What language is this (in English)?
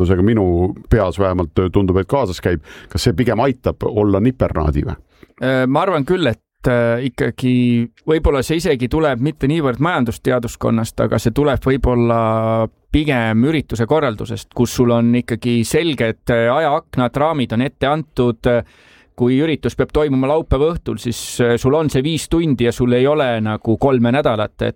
Estonian